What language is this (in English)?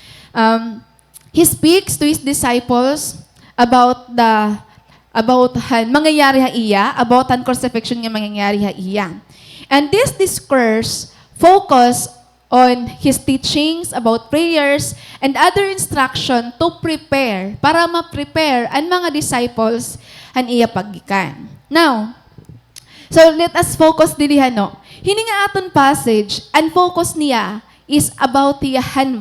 Waray